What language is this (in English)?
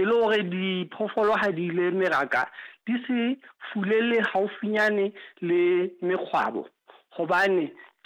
Southern Sotho